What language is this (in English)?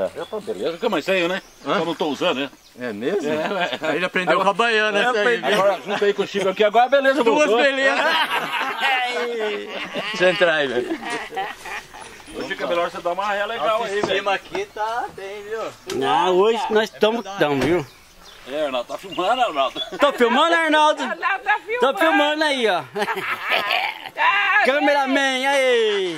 Portuguese